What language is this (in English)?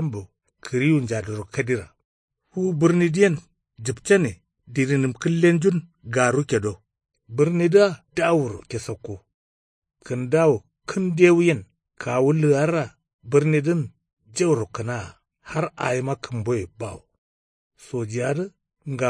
Kanuri